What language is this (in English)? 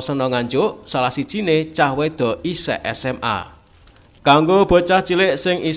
Javanese